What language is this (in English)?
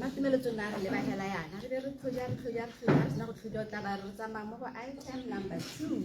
Tswana